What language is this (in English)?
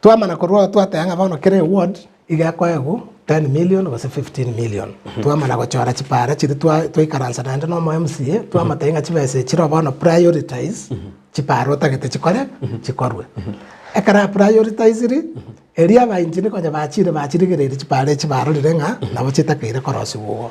Gusii